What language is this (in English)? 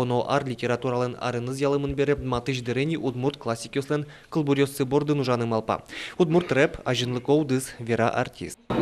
Udmurt